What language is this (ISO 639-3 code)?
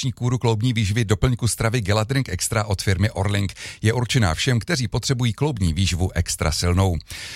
ces